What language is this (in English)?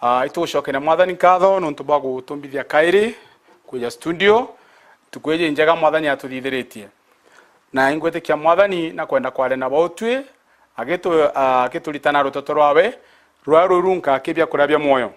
Meru